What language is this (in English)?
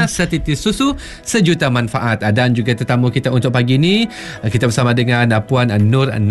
Malay